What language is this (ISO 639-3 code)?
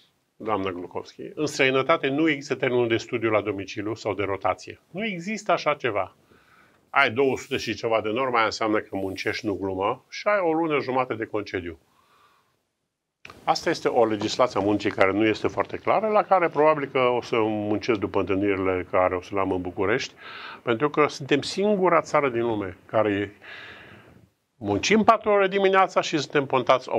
ron